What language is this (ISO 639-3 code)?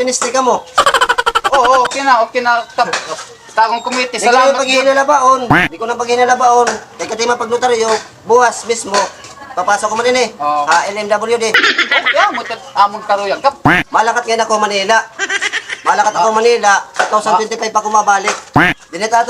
war